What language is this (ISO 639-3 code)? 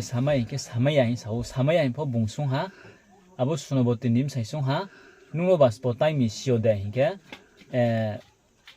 ria